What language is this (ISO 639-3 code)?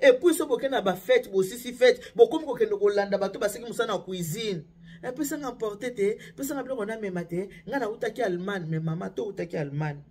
lin